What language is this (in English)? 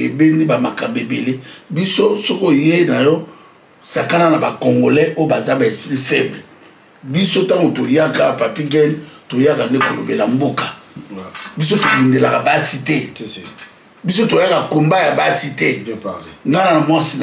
Lingala